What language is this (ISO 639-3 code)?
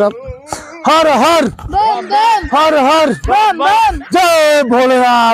mag